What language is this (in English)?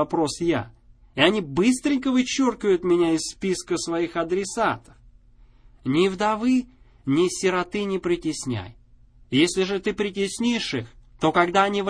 Russian